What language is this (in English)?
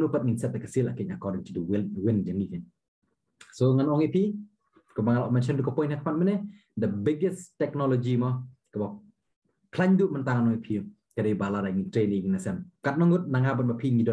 Khasi